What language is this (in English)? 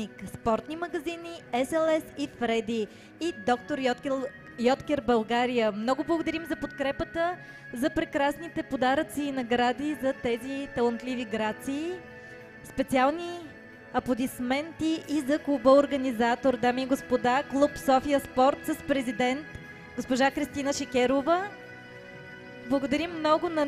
Bulgarian